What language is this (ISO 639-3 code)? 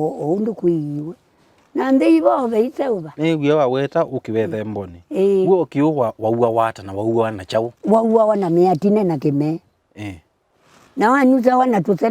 kam